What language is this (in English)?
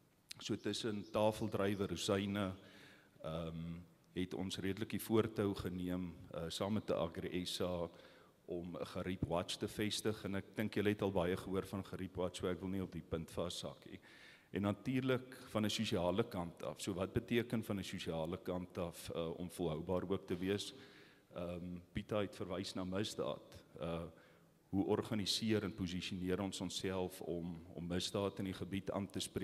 Afrikaans